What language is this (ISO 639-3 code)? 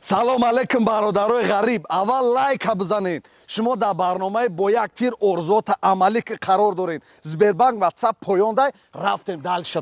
tgk